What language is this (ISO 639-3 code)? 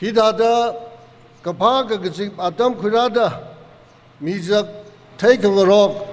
nmf